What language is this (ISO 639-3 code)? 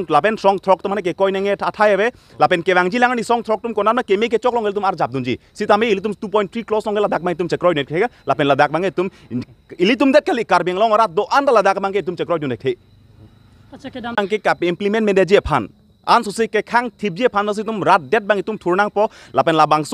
mjw